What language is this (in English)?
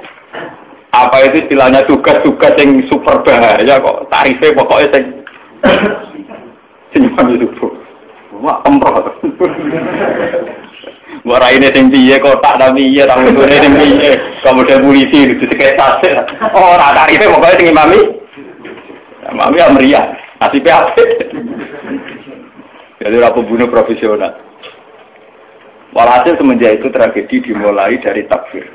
Indonesian